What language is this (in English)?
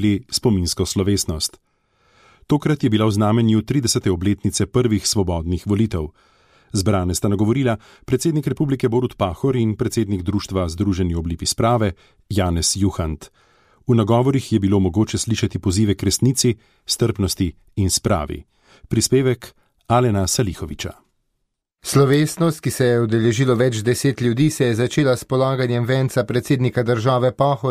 Slovenian